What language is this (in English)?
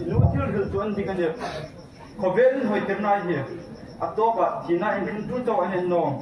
Hmar